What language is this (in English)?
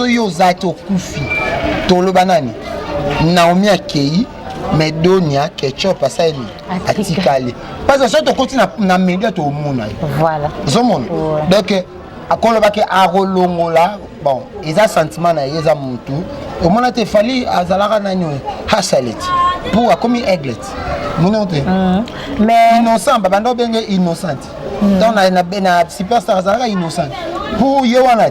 Lingala